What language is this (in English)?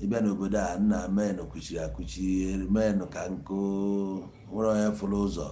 Igbo